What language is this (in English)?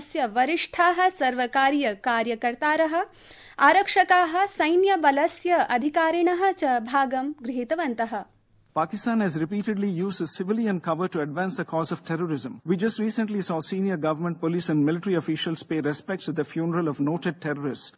Sanskrit